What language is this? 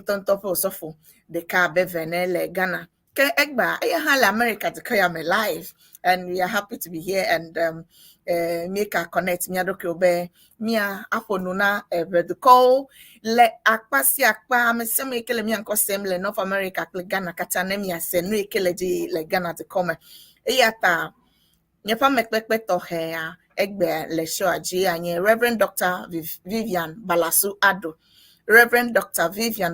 Ewe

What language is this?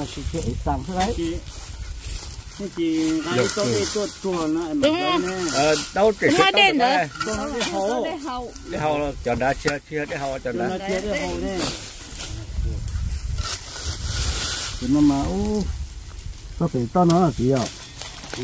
Vietnamese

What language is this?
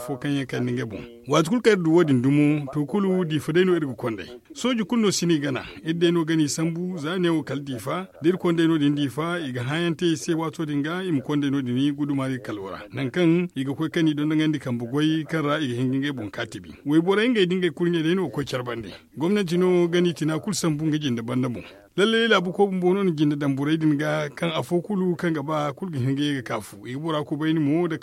Zarma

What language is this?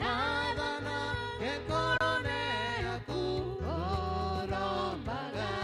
Meru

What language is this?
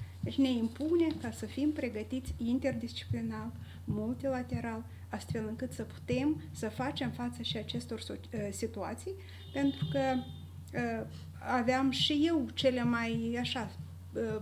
Romanian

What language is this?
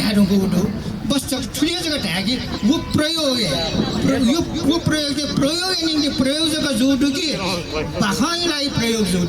Newari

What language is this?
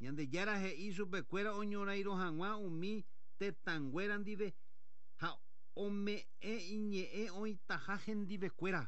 Guarani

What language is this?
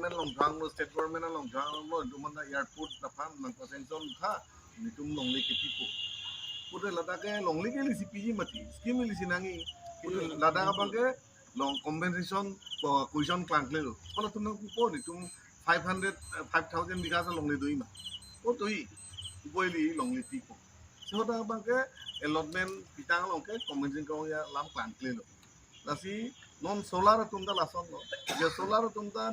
Karbi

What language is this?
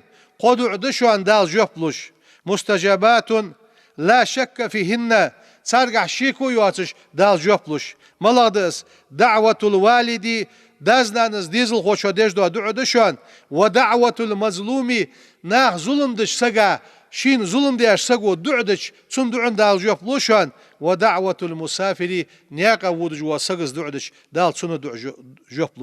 Ingush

